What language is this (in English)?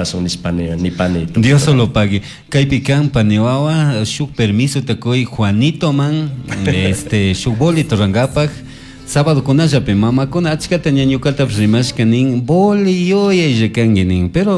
Chimborazo Highland Quichua